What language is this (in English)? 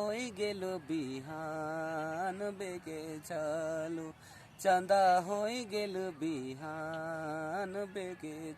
Sadri